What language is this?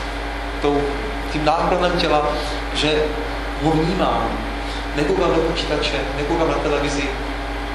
Czech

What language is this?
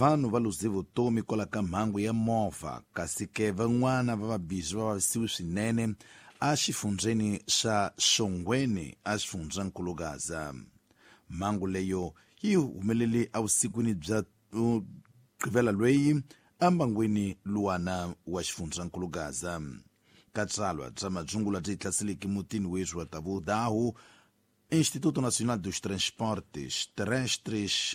Tsonga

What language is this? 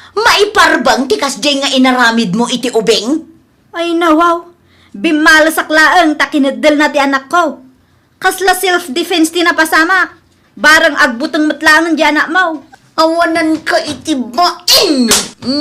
Iloko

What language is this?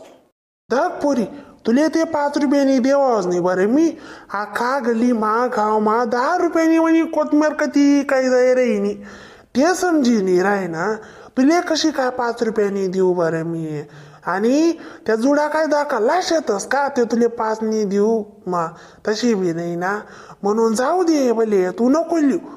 Khandesi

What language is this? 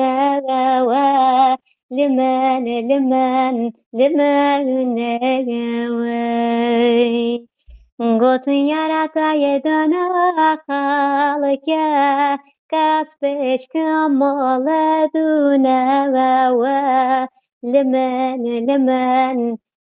Turkish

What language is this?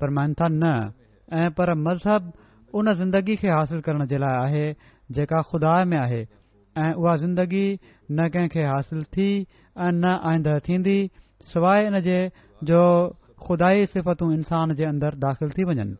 Sindhi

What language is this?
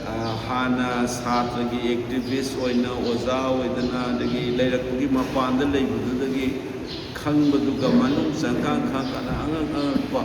Manipuri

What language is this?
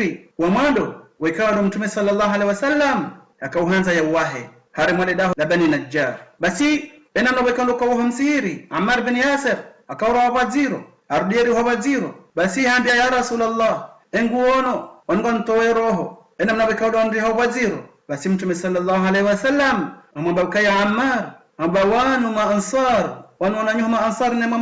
Ngazidja Comorian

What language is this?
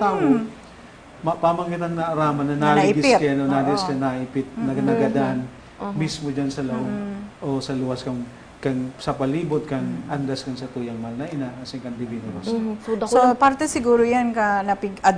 Bikol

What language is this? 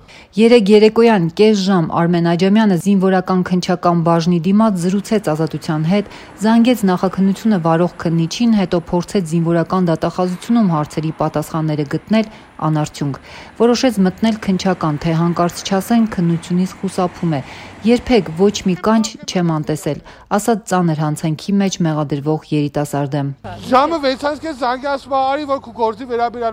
Armenian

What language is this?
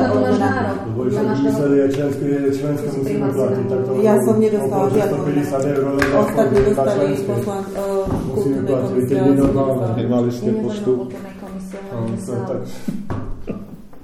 Slovak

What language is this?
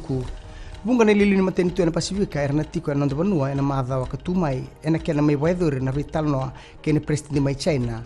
Fijian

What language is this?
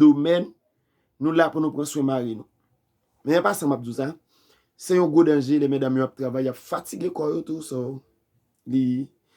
Haitian Creole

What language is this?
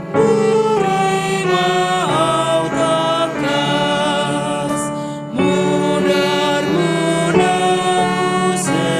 Batak Toba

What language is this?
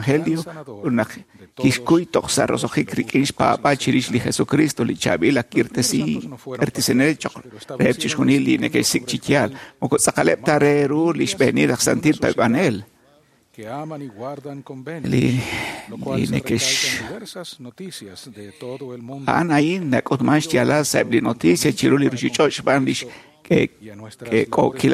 Kekchí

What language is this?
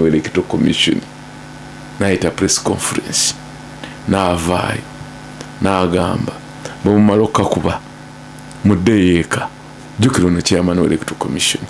Ganda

